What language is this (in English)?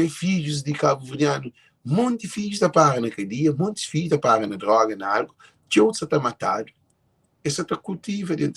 Kabuverdianu